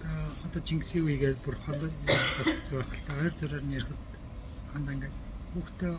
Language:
Mongolian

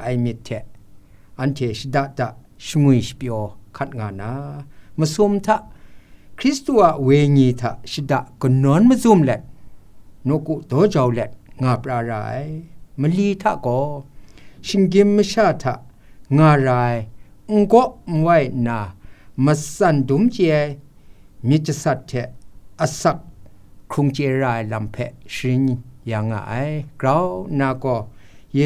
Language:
Kachin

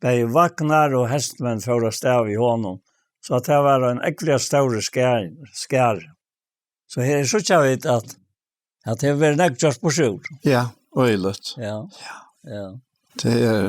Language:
Faroese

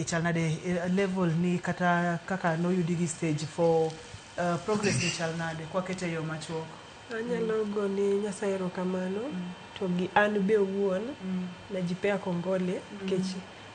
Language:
Luo (Kenya and Tanzania)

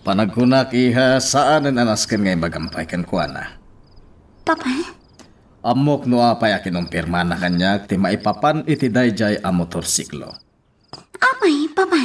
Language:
Iloko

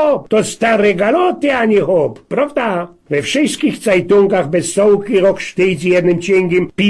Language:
Silesian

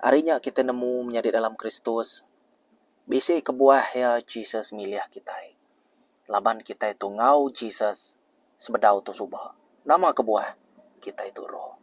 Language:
Iban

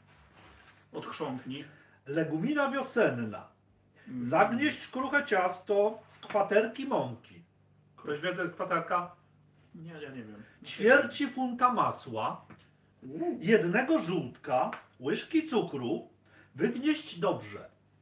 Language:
Polish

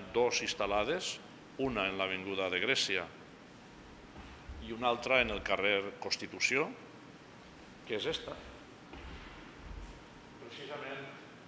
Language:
Catalan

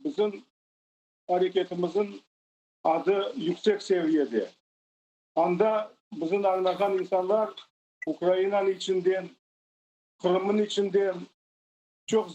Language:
Crimean Tatar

